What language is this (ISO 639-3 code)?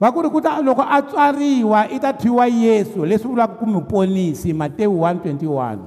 tso